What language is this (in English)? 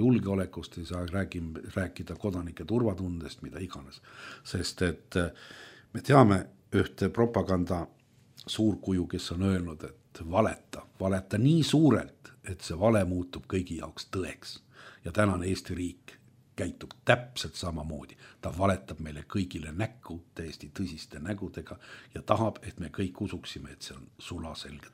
Estonian